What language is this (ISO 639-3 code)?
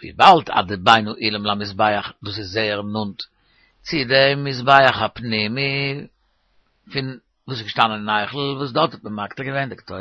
yid